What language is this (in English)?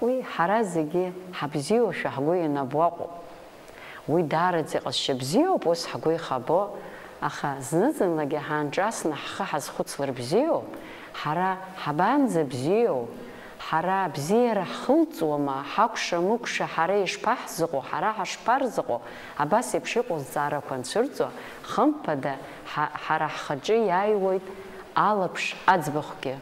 Abkhazian